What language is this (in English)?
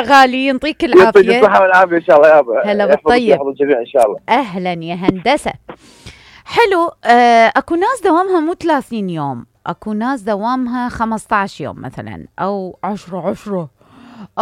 Mesopotamian Arabic